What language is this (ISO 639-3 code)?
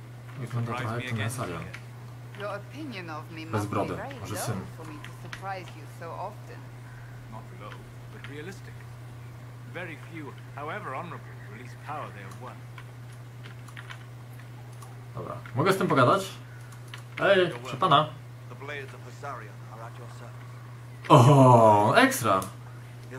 pol